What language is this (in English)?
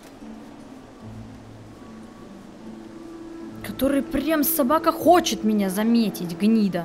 Russian